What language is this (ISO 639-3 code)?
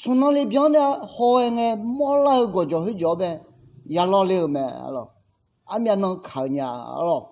ahk